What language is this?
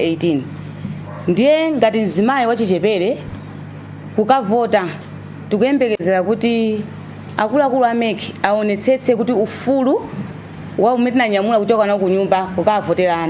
Nyanja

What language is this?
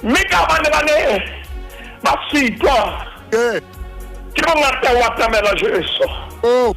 Southern Sotho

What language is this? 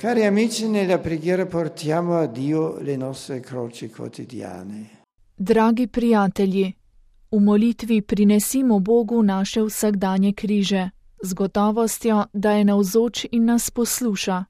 Slovenian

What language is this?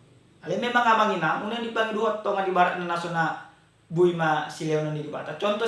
Batak Toba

